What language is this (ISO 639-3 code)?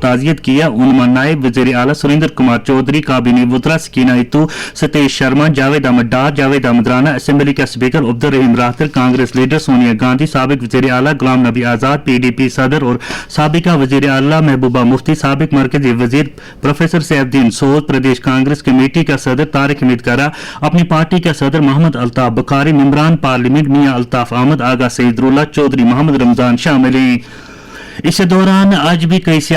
gju